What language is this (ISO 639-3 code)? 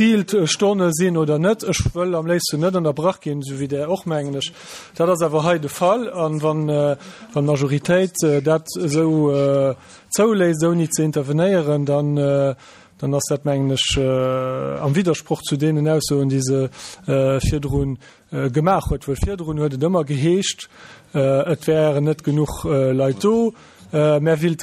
ltz